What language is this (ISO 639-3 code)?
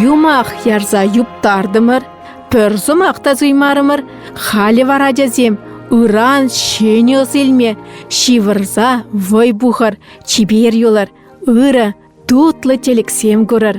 chv